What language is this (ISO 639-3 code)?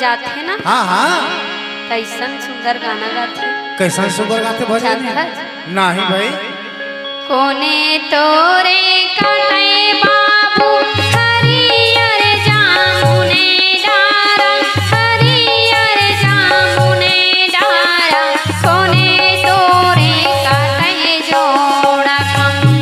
hne